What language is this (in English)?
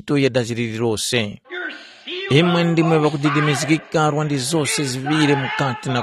Tumbuka